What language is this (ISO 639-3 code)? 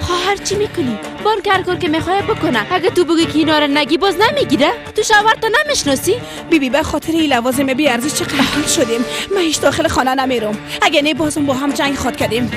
fas